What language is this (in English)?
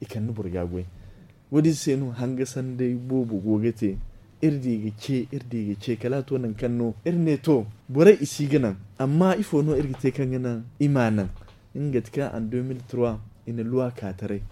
Zarma